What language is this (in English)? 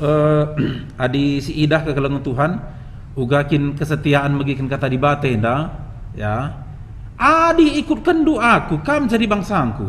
Batak Karo